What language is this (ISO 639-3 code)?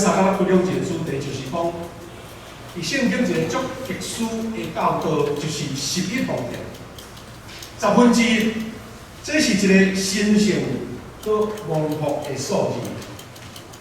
nan